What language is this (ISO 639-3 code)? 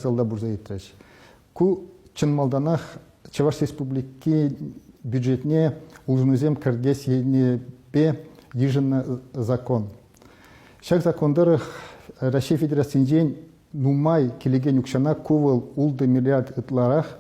chv